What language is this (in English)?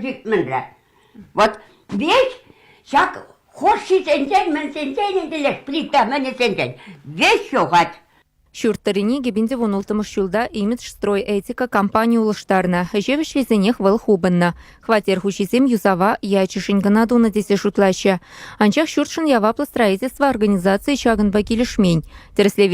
Chuvash